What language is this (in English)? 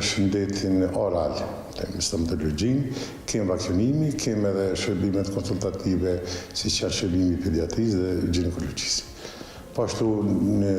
Albanian